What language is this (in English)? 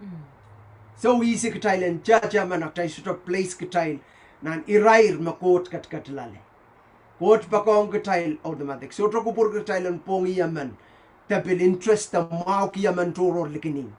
Pohnpeian